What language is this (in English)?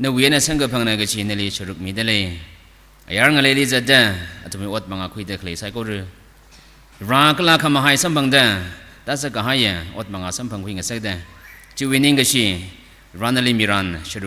Tangkhul Naga (India)